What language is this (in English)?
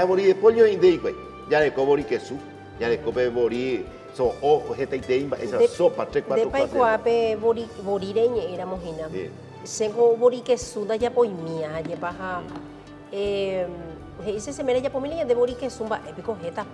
Guarani